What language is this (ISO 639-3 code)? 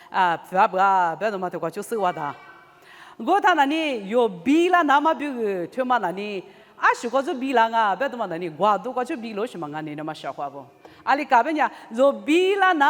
lis